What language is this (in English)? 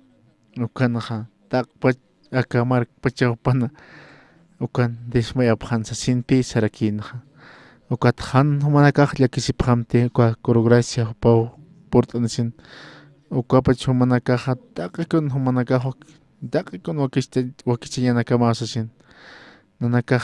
Aymara